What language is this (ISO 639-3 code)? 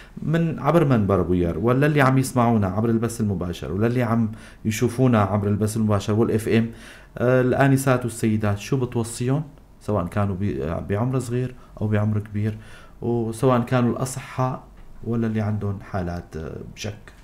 apc